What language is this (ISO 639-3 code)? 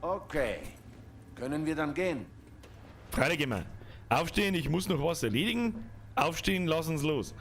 bar